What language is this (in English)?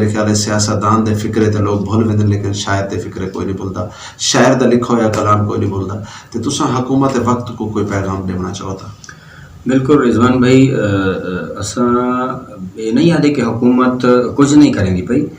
Saraiki